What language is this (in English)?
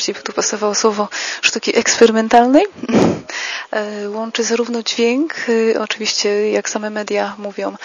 Polish